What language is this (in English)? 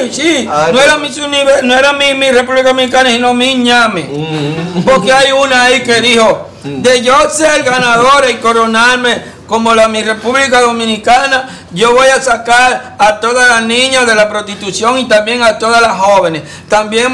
Spanish